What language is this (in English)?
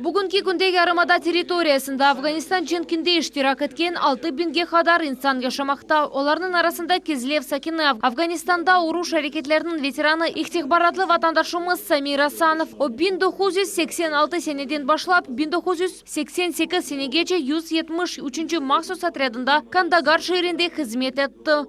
Crimean Tatar